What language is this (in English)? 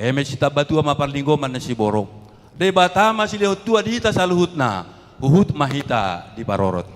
Batak Toba